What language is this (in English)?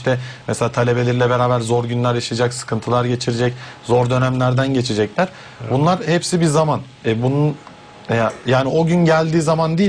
Turkish